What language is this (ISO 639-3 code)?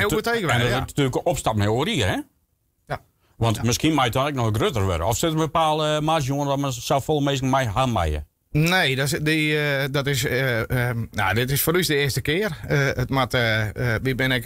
fry